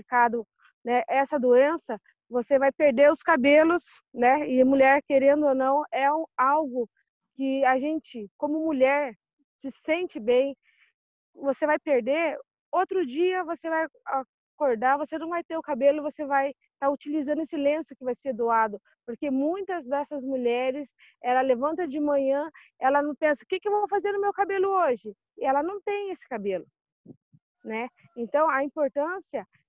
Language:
Portuguese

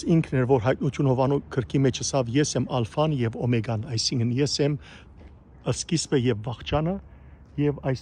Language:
Western Armenian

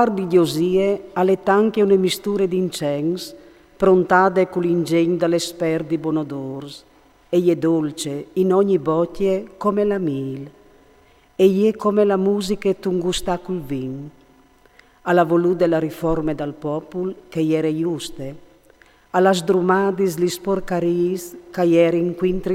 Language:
Friulian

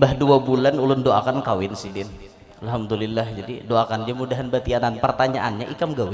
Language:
Banjar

